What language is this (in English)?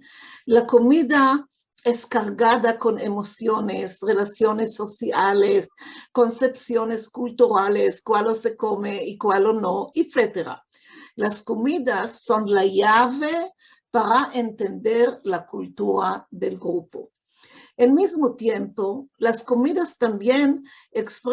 Ladino